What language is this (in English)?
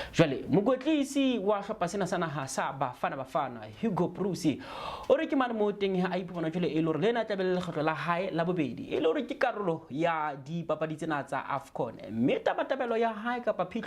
Southern Sotho